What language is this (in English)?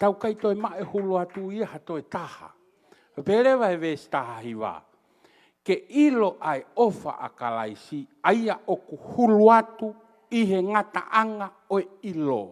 Tongan